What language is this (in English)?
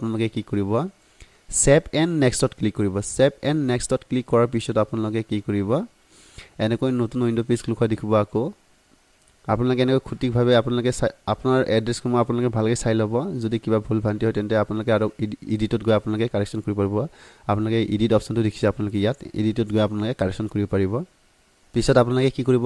Assamese